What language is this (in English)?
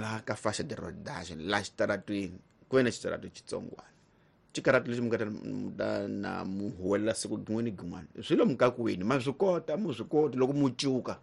Tsonga